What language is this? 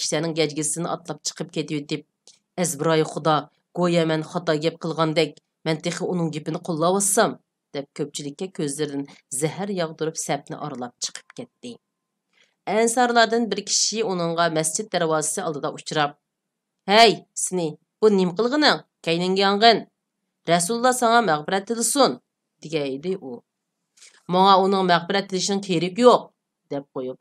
Uyghur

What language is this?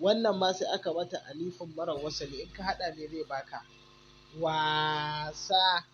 Hausa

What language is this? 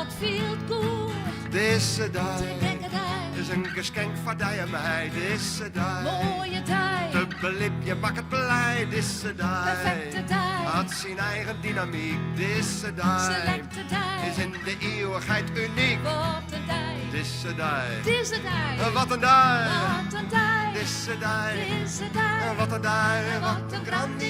Western Frisian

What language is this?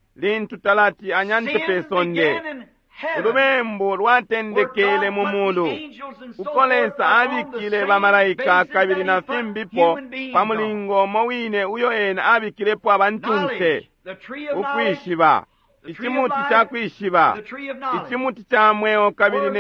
Bemba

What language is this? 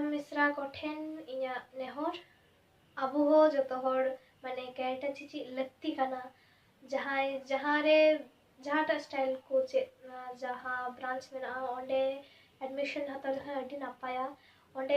Santali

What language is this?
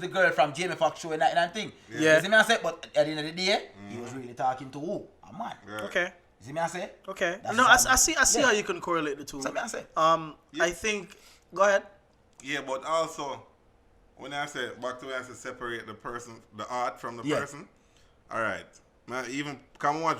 Jamaican Creole English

